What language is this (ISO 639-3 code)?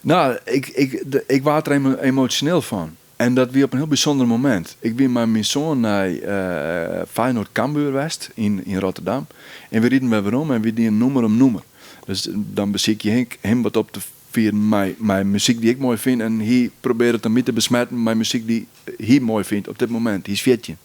fry